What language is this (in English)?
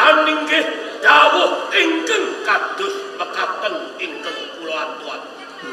Javanese